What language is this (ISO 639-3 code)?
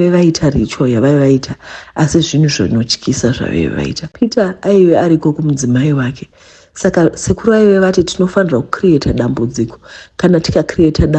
sna